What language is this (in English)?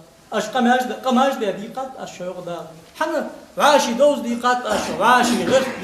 Ingush